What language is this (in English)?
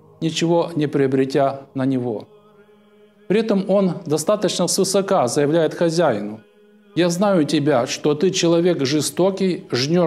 Russian